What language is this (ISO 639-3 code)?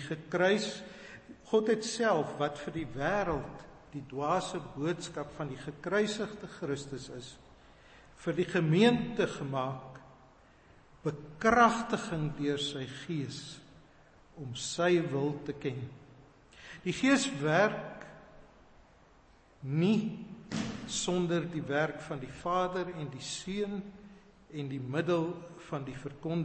afr